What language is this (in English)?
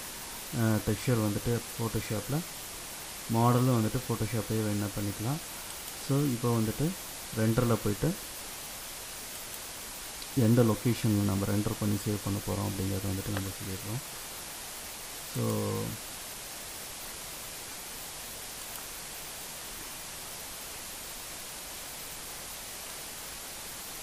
Tamil